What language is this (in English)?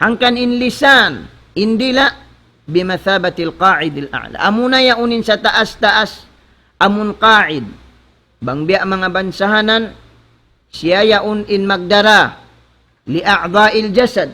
Tausug